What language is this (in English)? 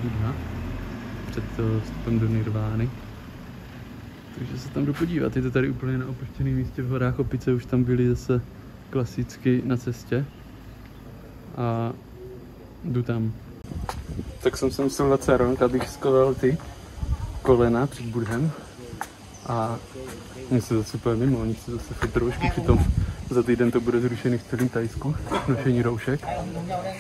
Czech